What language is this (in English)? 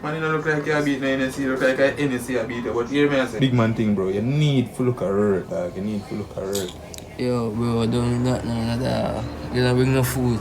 Jamaican Creole English